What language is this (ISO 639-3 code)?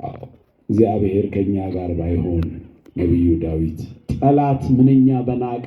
amh